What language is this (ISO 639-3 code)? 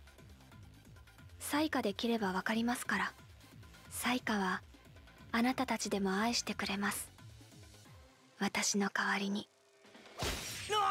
jpn